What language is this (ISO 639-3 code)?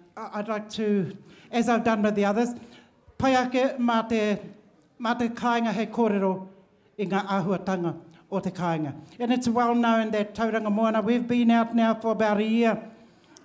mri